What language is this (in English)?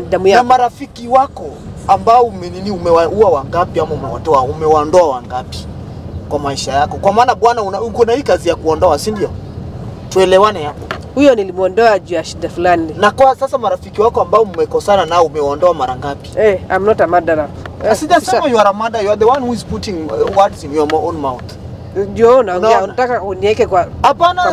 Swahili